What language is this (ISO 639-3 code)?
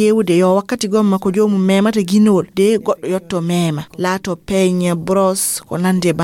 ful